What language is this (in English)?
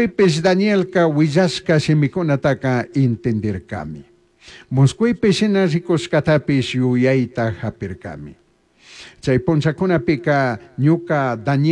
Chimborazo Highland Quichua